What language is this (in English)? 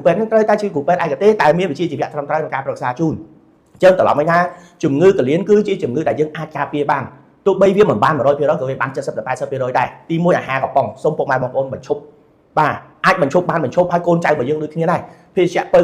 Khmer